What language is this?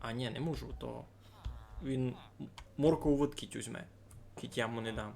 Rusyn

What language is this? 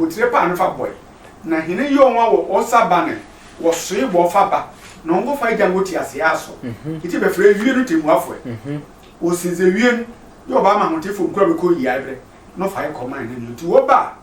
Sehwi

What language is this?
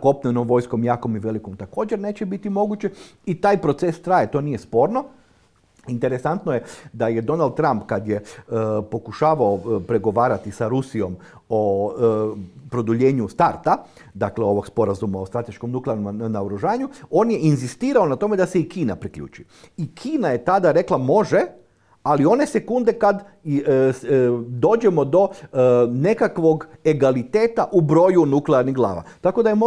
Croatian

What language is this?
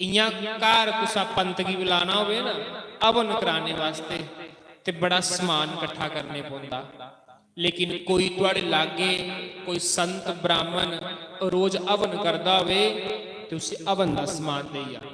Dogri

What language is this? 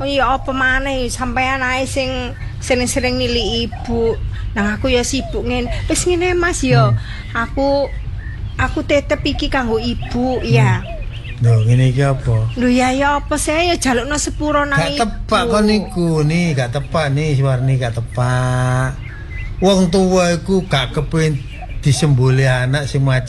Javanese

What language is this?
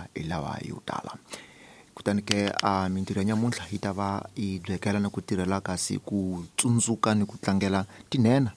Tsonga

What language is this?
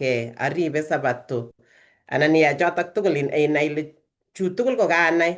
Kalenjin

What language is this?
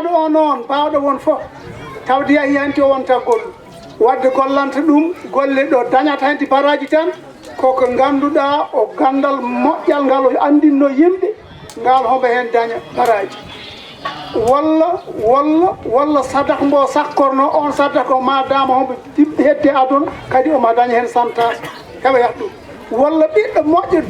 Fula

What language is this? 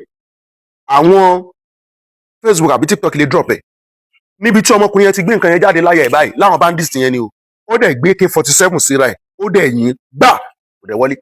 Yoruba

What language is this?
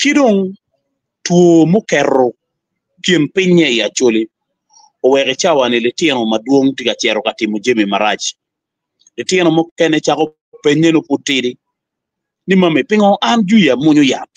Acoli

